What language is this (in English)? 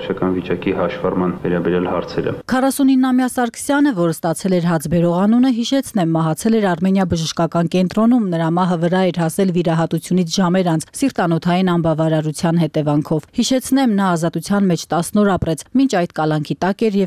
Armenian